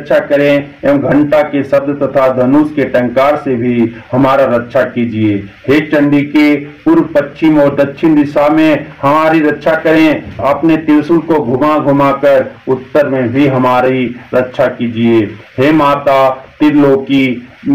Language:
Hindi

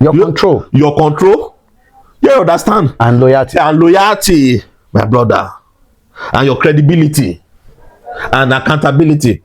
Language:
Yoruba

